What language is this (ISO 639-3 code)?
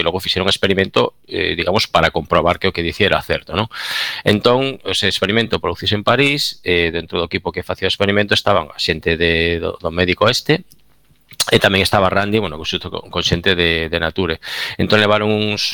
glg